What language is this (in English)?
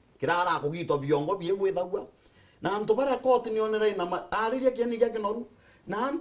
Meru